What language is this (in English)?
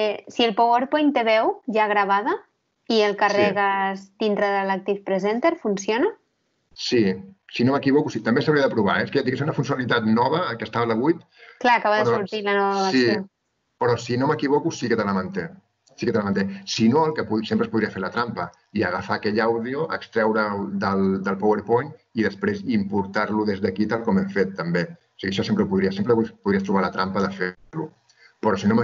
Catalan